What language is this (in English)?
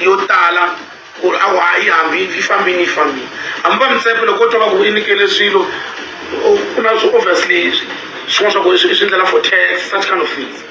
Tsonga